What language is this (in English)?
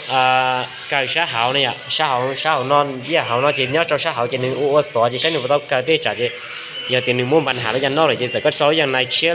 Hmong